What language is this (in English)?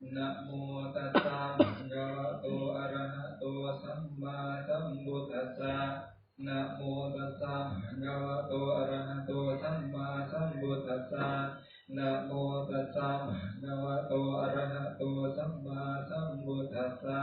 Pali